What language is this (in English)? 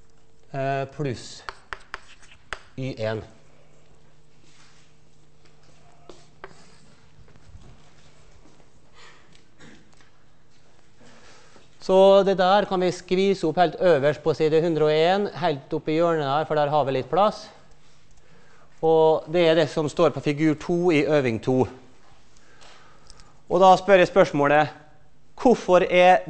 Norwegian